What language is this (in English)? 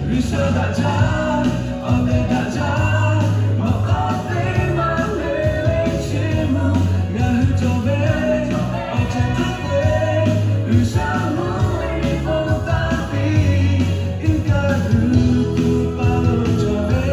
Lahu